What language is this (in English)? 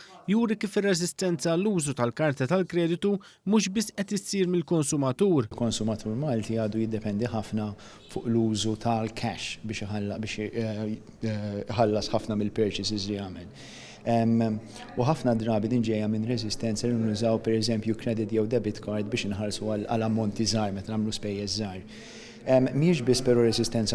Maltese